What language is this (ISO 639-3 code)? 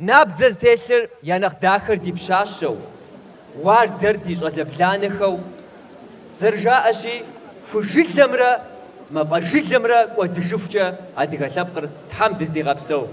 kbd